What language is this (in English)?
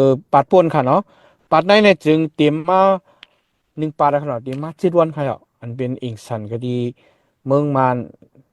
Shan